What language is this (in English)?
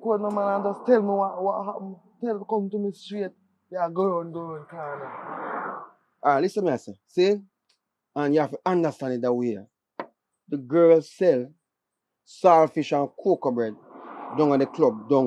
Jamaican Creole English